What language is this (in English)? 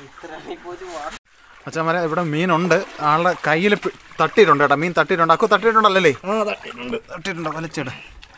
Malayalam